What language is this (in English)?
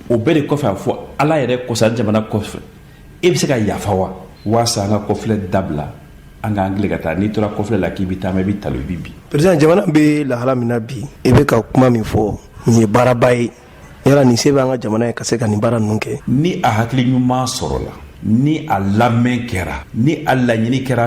Bambara